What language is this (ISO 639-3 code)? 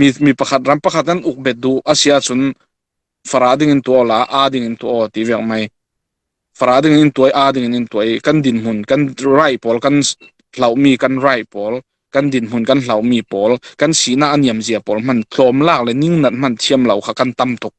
cfm